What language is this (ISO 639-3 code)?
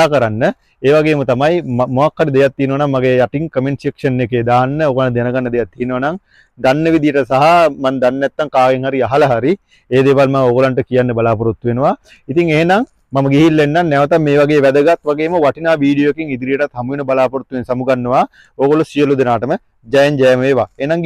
sin